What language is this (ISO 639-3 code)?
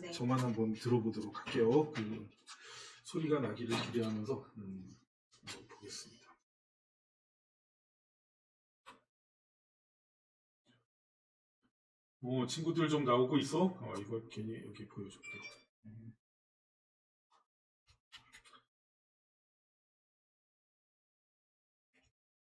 kor